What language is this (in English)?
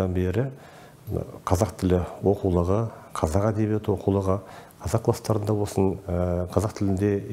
Kazakh